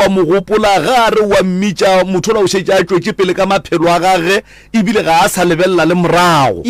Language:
Northern Sotho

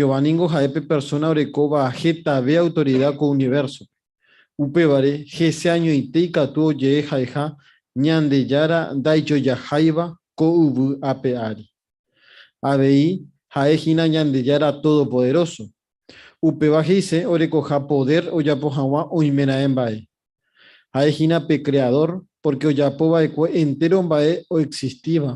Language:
Guarani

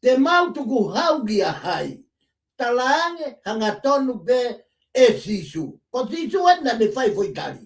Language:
Tongan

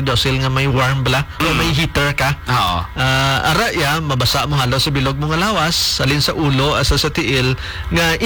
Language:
Hiligaynon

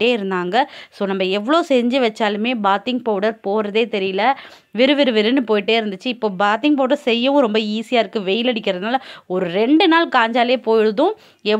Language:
Tamil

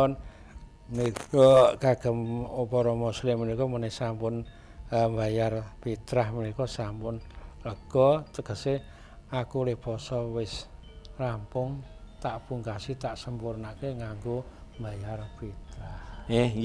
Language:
Javanese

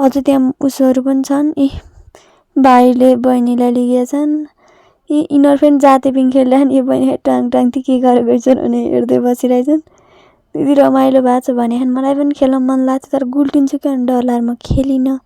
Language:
Nepali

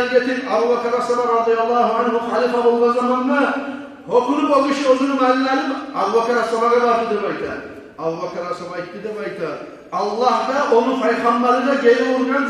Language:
Kumyk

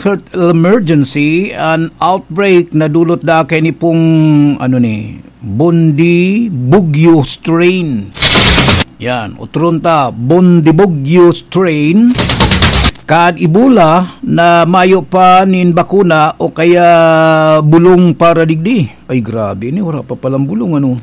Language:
Bikol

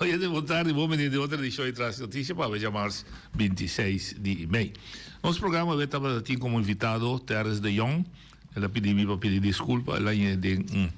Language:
Papiamento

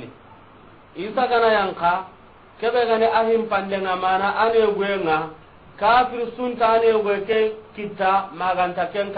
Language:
Soninke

